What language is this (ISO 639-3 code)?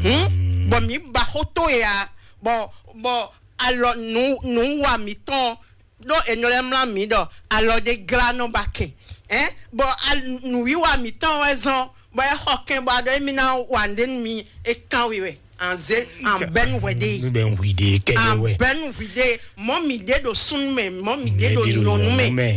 fon